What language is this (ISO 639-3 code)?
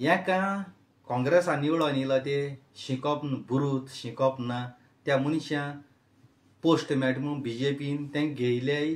kok